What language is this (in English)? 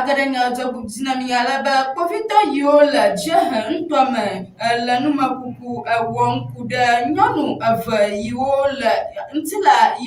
Ewe